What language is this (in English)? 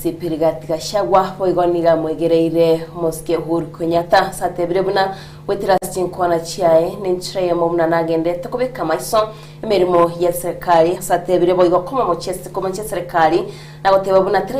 Gusii